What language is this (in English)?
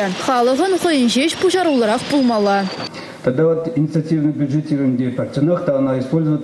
Chuvash